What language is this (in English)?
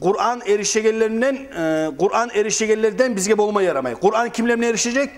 Kumyk